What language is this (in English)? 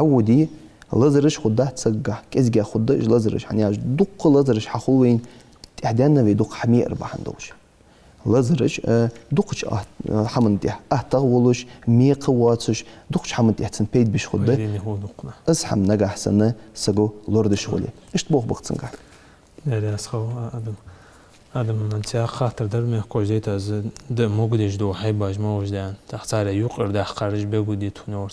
Ingush